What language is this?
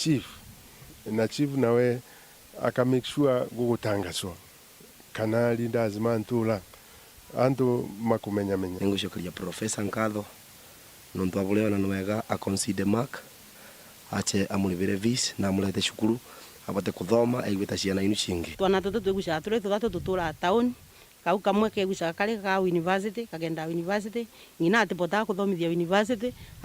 Meru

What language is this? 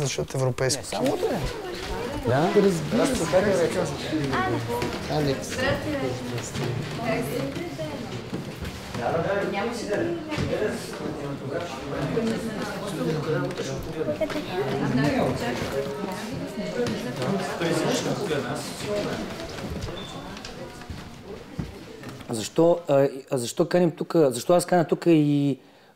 Bulgarian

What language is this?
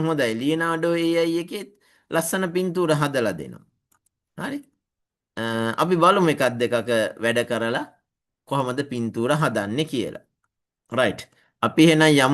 Sinhala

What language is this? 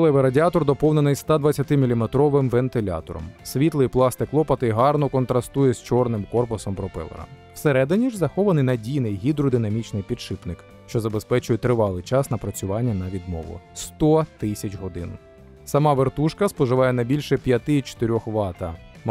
Ukrainian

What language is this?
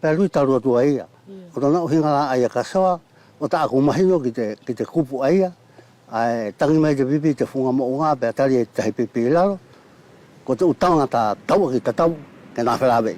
Wallisian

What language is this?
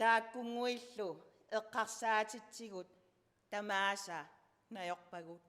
Kalaallisut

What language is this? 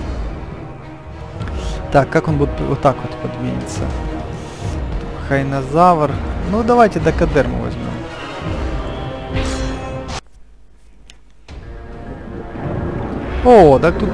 Russian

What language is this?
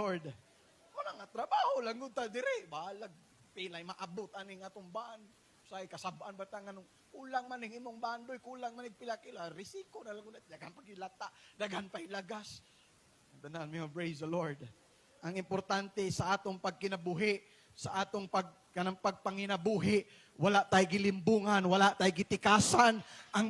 Cebuano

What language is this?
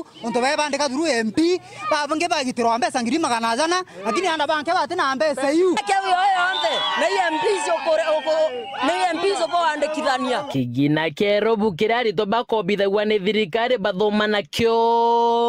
Meru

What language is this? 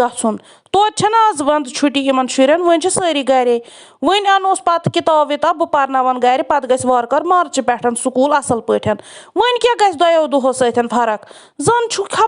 Kashmiri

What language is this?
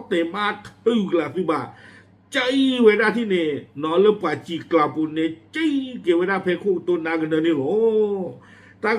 S'gaw Karen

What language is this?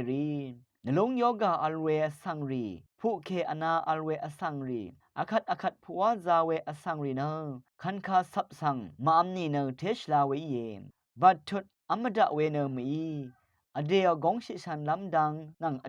Rawang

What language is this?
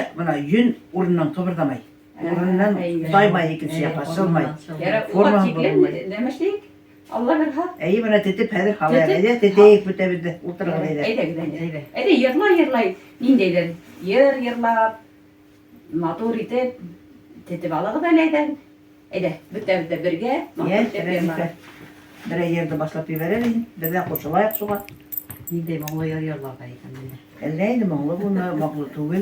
Bashkir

